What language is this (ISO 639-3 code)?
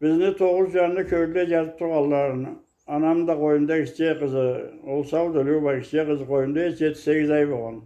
krc